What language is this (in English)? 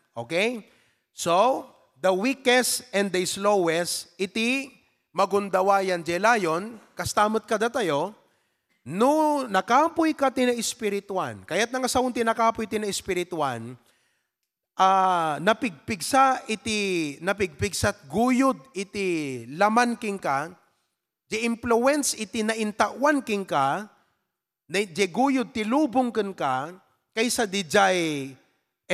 Iloko